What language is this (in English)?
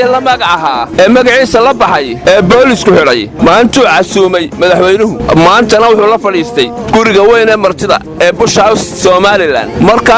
Somali